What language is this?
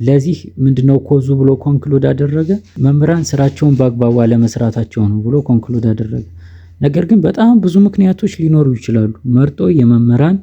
Amharic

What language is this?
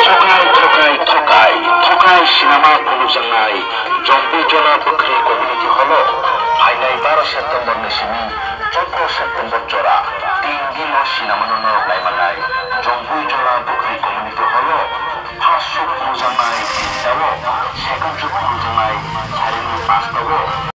Kok Borok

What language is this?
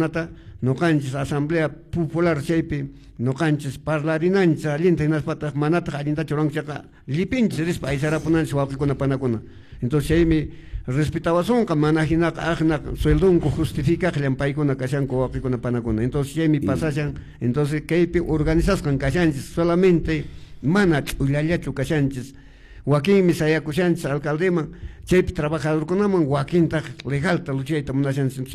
Quechua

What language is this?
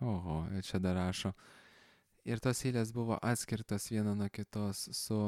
Lithuanian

